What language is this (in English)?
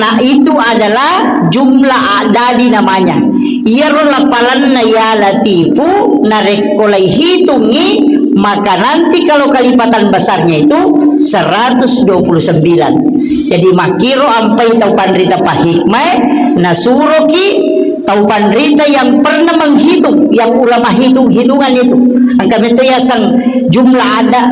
Buginese